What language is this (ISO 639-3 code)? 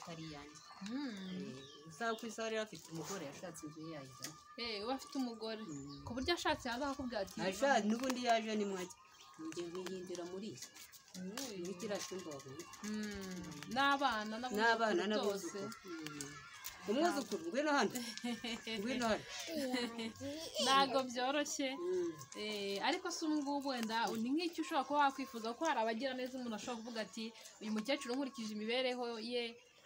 kin